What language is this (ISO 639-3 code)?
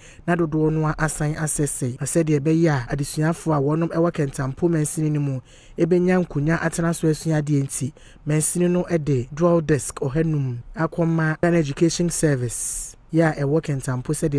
aka